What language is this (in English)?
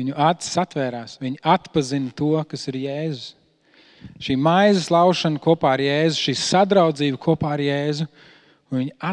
Latvian